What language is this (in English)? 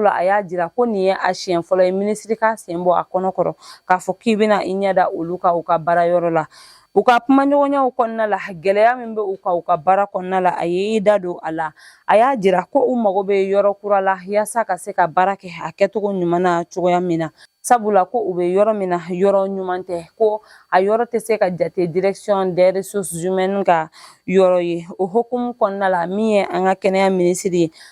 Bambara